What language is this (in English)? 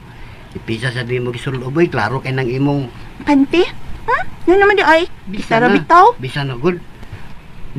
Cebuano